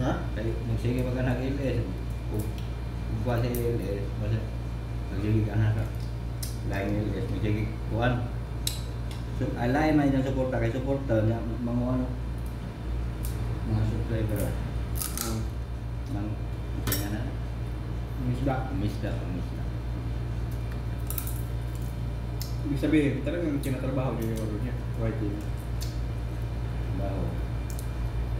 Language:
Filipino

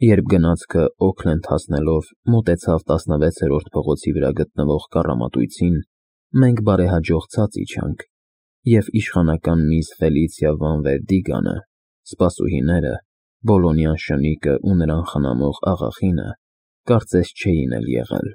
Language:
Armenian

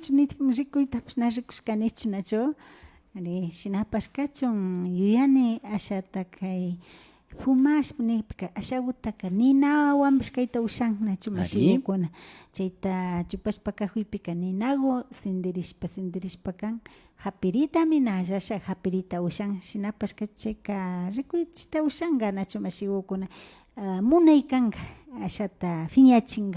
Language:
Imbabura Highland Quichua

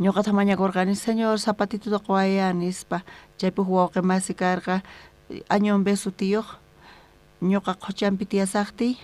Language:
South Bolivian Quechua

